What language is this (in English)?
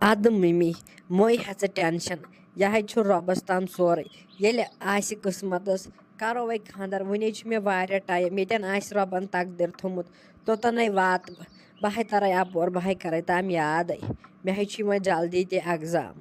Kashmiri